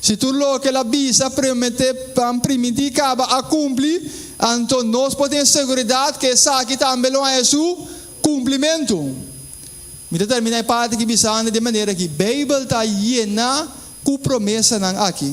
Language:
Papiamento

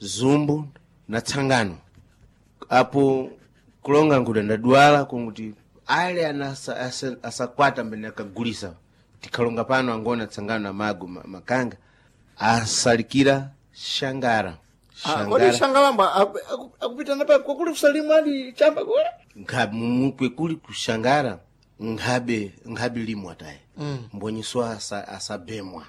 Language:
Sena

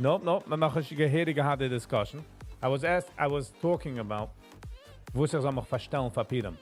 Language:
Yiddish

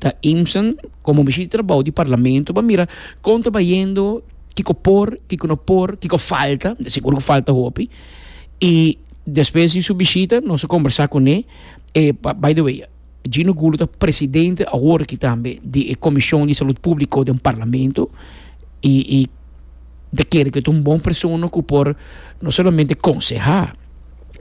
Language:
Papiamento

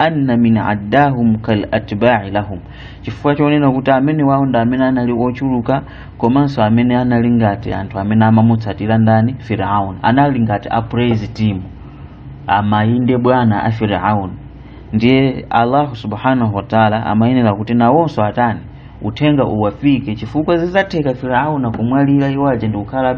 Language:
Nyanja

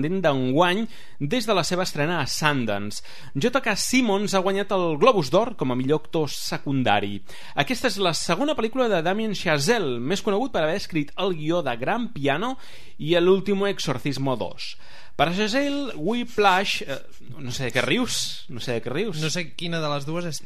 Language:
Catalan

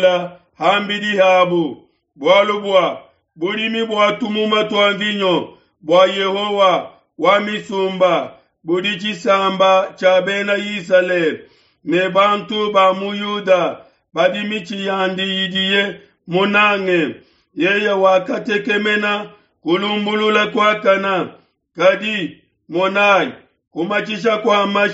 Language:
Luba-Lulua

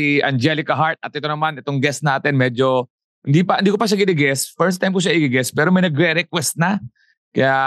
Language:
Filipino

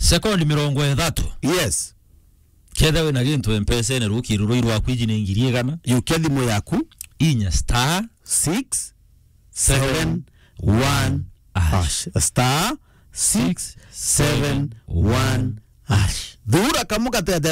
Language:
Meru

